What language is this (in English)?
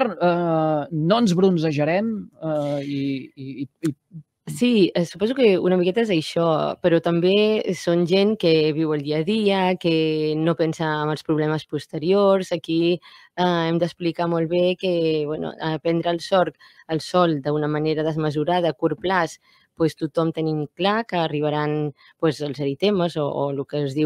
Catalan